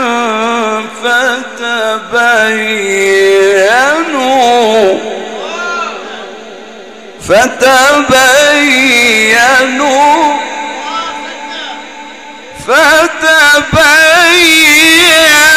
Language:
Arabic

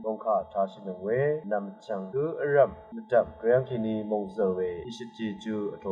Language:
Rawang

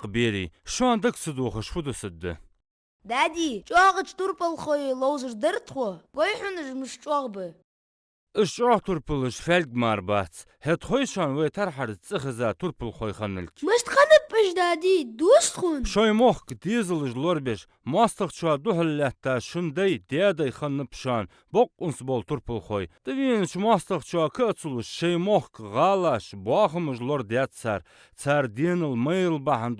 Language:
Ingush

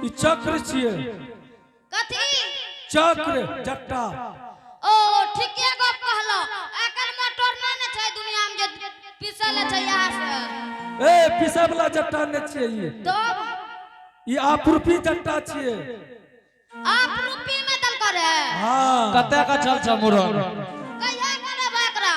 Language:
Angika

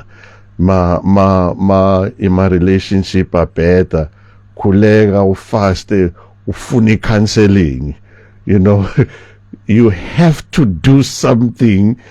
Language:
Zulu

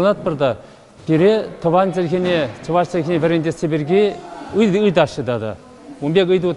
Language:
Chuvash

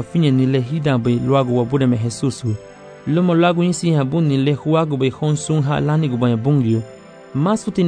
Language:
Garifuna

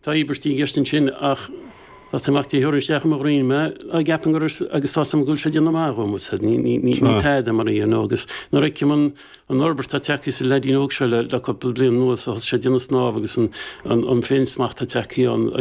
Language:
Irish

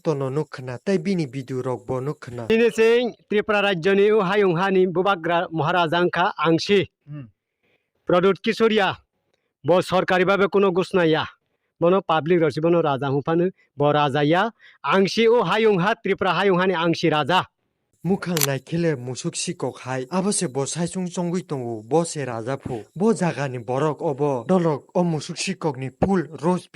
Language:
Kok Borok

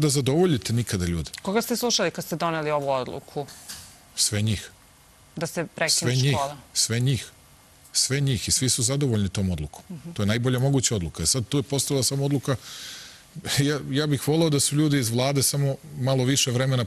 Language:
Serbian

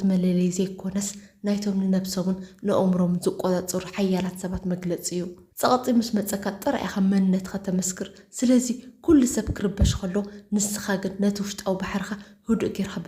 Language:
Tigrinya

